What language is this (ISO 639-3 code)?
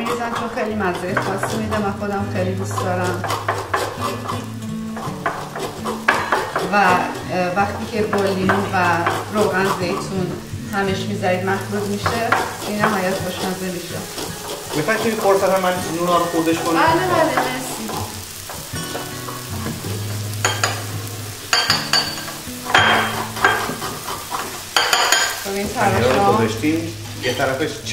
fas